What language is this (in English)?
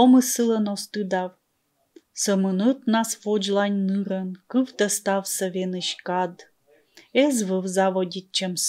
Komi